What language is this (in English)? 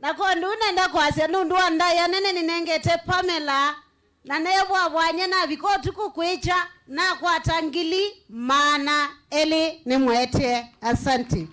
Kamba